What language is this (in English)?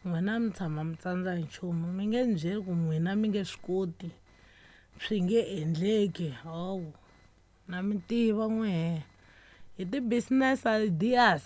Tsonga